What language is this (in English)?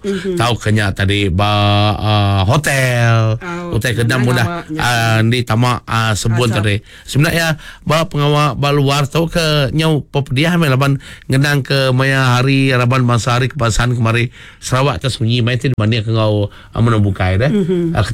Iban